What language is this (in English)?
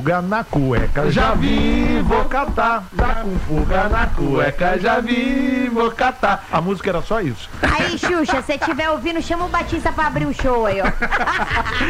Portuguese